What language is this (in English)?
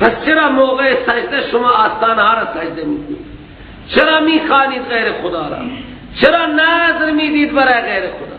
Persian